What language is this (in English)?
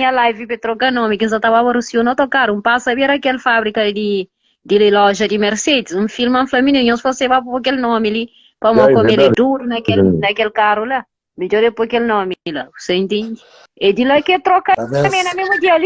Kabuverdianu